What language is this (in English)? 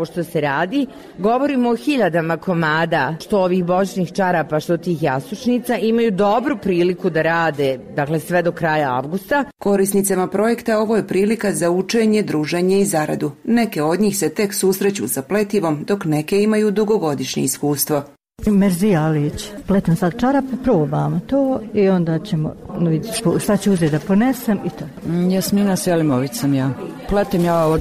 Bosnian